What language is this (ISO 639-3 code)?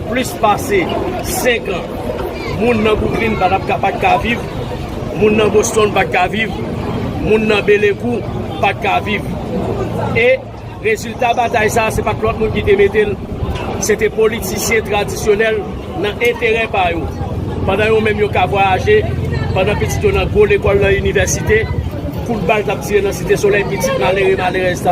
hat